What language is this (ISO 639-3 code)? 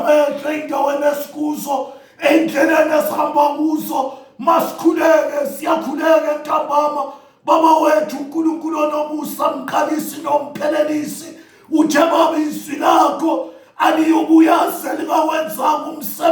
zul